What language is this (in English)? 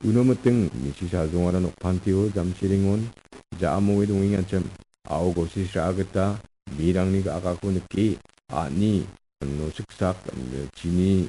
Garo